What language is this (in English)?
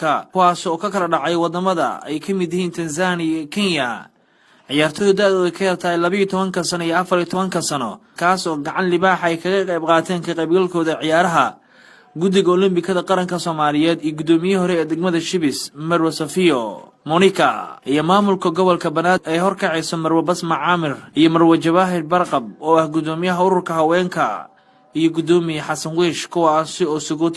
Somali